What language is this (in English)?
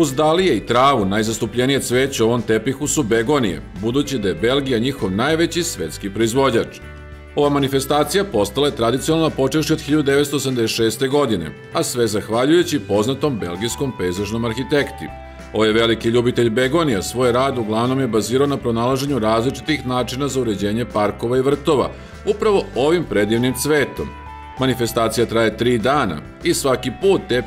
Serbian